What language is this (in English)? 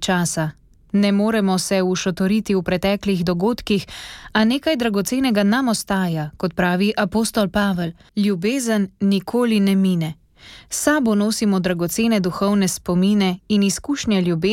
Slovenian